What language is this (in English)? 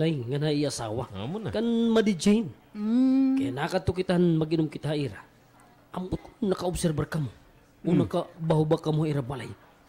Waray